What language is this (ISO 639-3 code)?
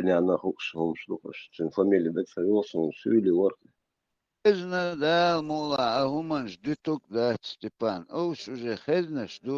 che